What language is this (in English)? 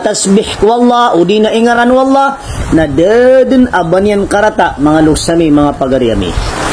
Maranao